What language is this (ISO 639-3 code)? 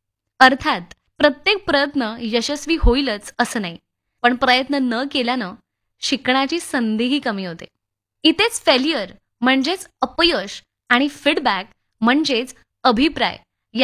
mar